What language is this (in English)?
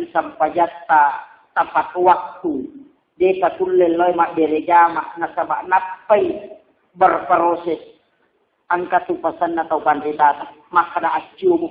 Buginese